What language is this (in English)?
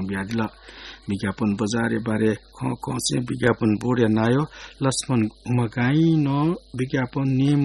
Newari